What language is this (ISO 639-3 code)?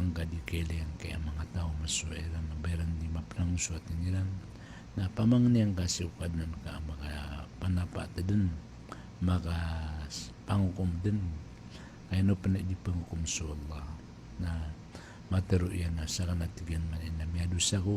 mrw